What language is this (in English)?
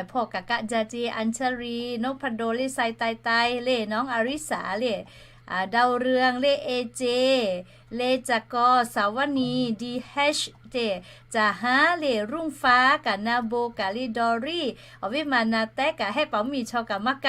Lahu